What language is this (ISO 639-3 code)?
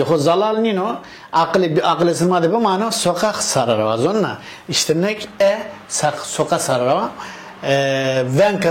zza